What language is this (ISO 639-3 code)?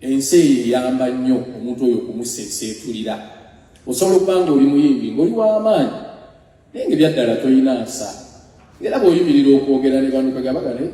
lug